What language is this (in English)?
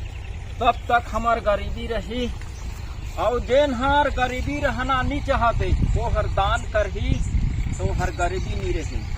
Chhattisgarhi